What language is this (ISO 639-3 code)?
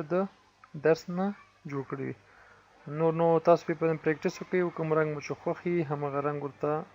pus